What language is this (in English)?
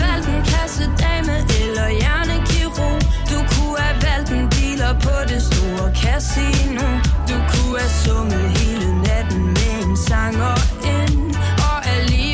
Danish